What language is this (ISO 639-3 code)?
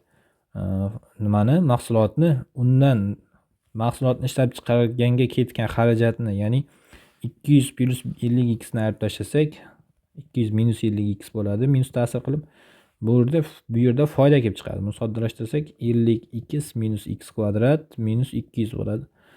uzb